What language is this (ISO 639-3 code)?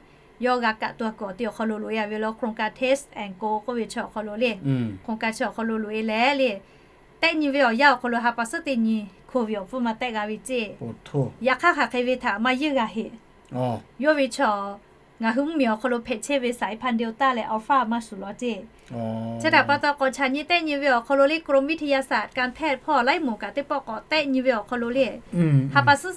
lhu